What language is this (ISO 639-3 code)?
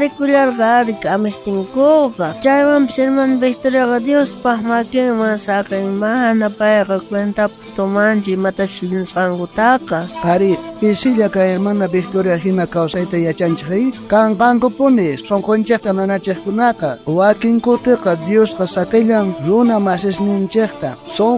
quh